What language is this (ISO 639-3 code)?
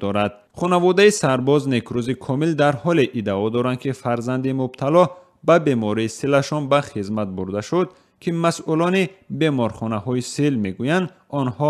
tgk